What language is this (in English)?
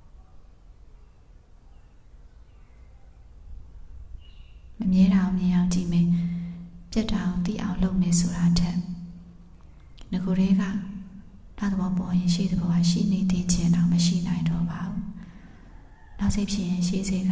Burmese